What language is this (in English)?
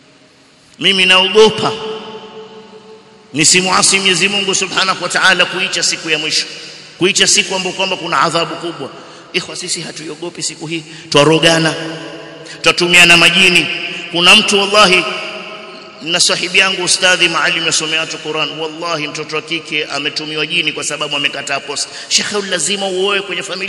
Swahili